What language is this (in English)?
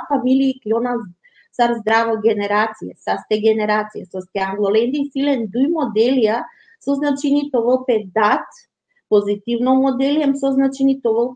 Balkan Romani